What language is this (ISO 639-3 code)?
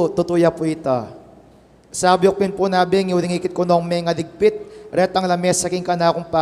pam